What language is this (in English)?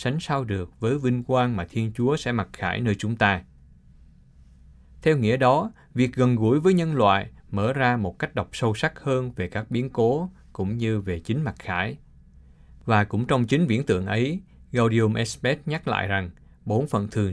Vietnamese